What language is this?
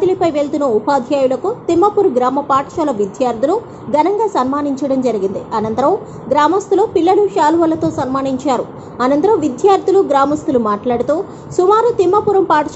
Telugu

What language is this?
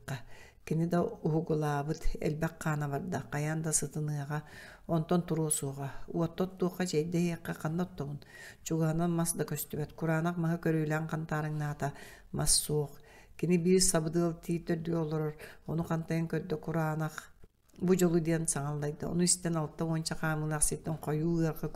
Yakut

